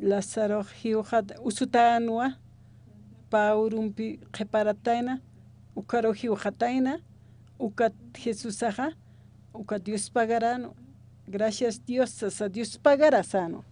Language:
Aymara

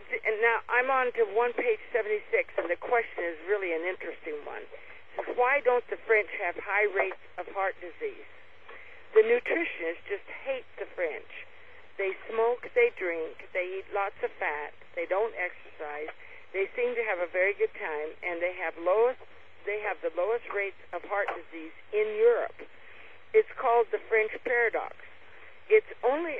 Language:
English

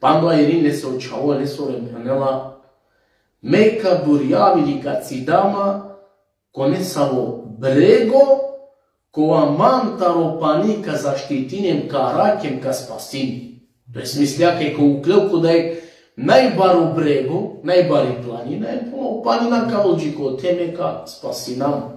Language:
Balkan Romani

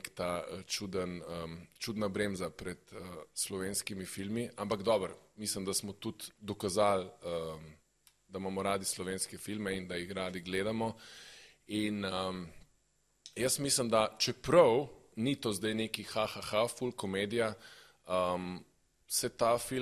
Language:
Slovenian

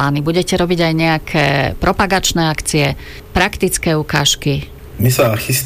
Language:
Slovak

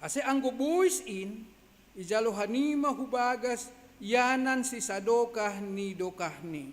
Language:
Batak Simalungun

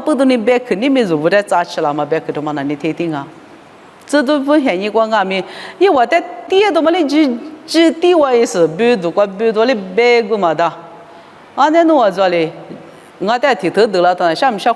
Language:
Lisu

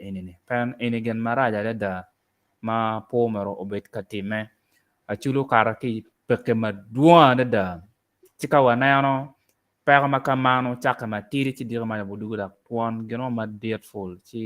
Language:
Acoli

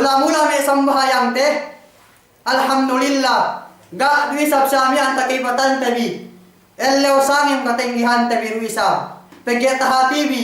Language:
Yakan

